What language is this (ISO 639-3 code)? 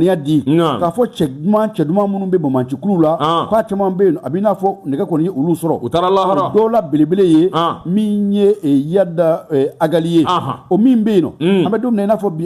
bam